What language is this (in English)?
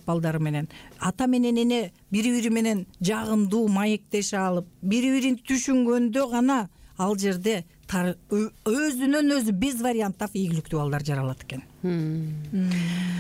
Kyrgyz